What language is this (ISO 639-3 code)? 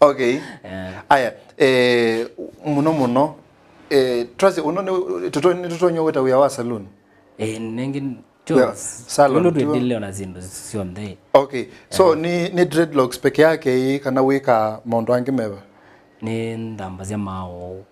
kam